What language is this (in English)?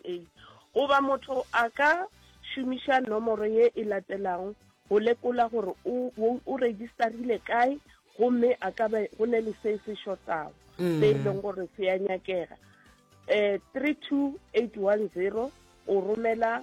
Northern Sotho